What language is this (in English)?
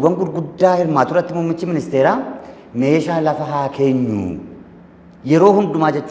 Oromo